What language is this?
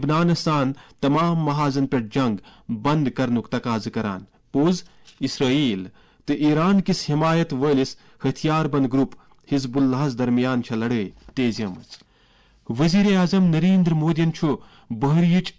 Kashmiri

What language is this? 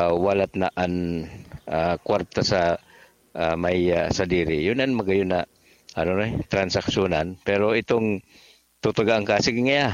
Bikol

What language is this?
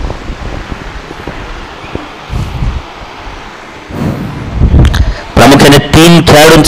Marathi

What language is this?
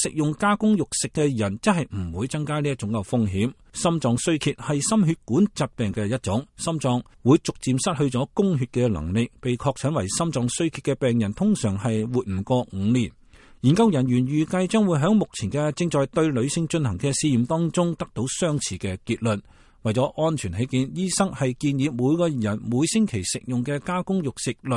Cantonese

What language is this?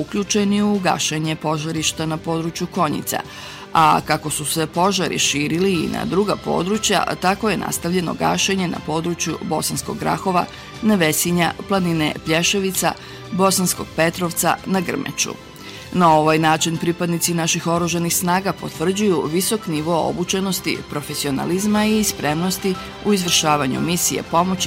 Bosnian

